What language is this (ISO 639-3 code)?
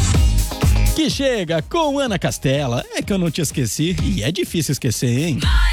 por